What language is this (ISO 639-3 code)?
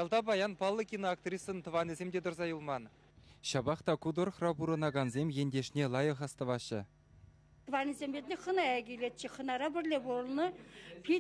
chv